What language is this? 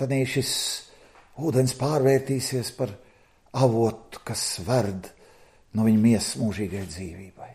Latvian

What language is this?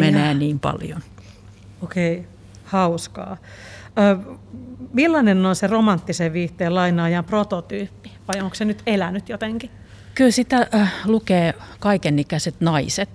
Finnish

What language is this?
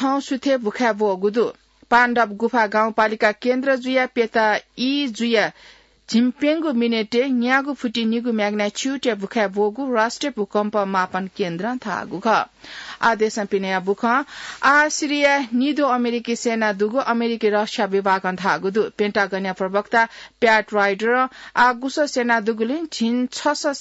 Newari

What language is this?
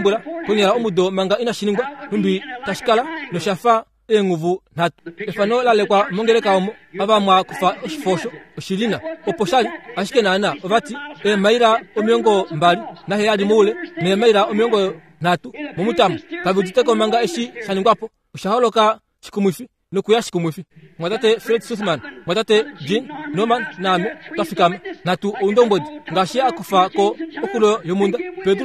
Kuanyama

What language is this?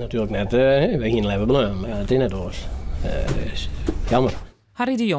Western Frisian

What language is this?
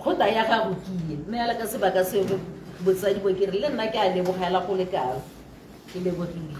Tswana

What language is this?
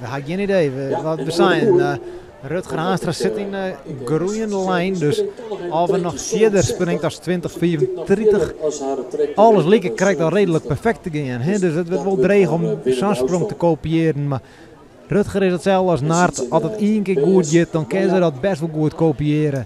Western Frisian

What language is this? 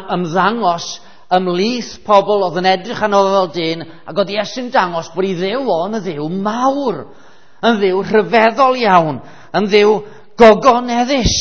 Welsh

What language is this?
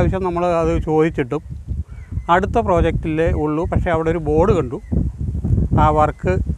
Malayalam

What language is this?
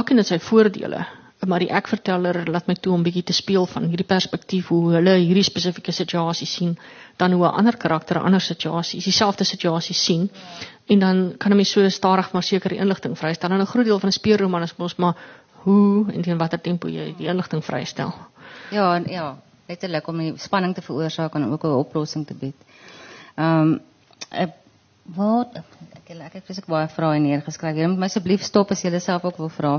Afrikaans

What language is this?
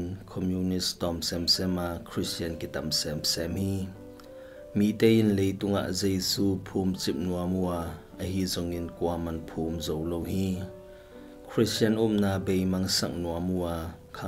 Tedim Chin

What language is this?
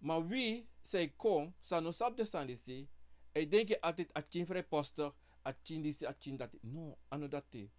Sranan Tongo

